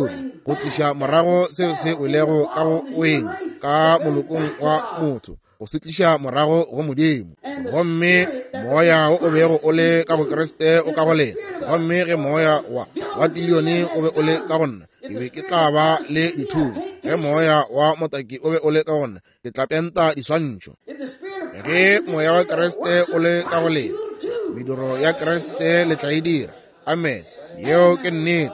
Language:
Northern Sotho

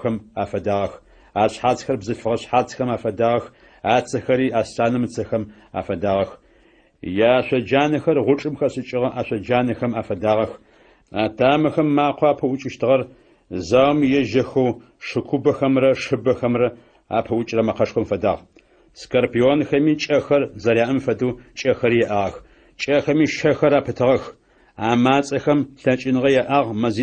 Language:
Adyghe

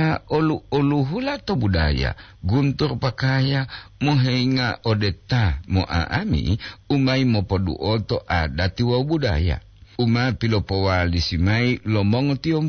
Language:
Gorontalo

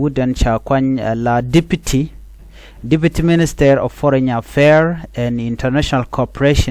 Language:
Nuer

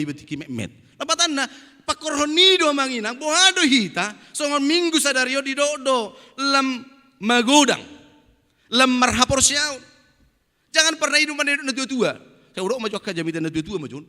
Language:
Batak Toba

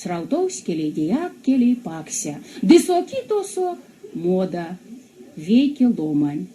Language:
Erzya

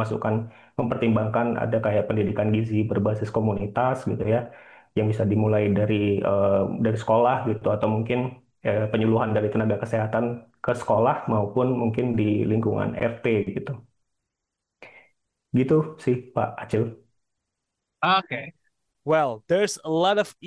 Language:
Indonesian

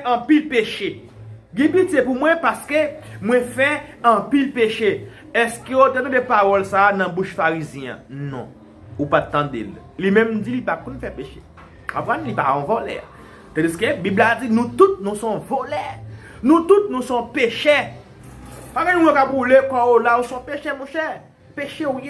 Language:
Haitian Creole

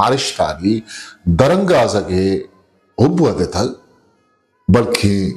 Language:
Eastern Balochi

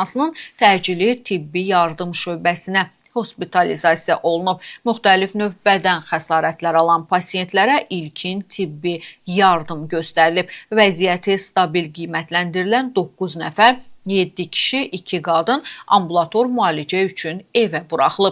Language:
Azerbaijani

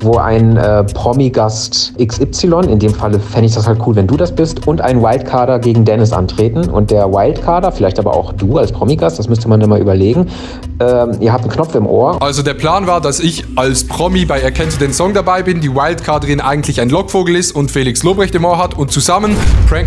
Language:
Swiss German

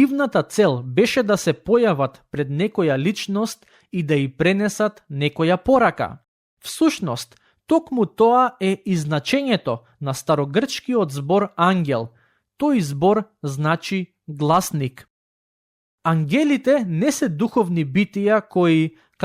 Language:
Macedonian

